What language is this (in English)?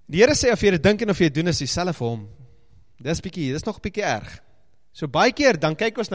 Afrikaans